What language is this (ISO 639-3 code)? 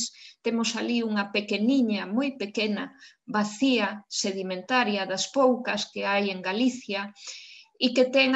glg